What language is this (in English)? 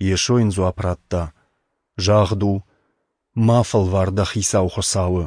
Ossetic